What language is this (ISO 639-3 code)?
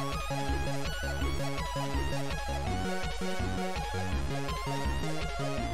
hun